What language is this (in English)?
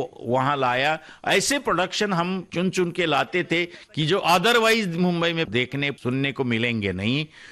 Hindi